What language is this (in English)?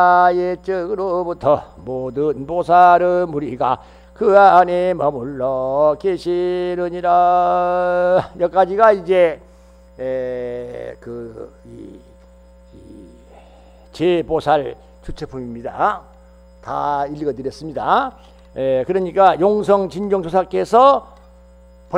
Korean